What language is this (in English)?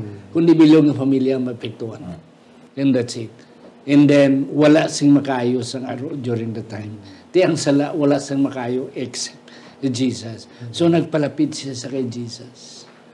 Hiligaynon